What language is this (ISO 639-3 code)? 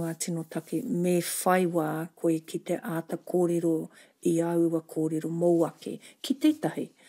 mri